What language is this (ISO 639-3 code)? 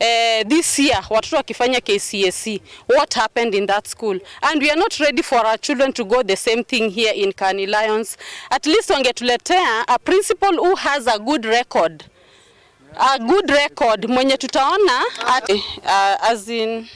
kam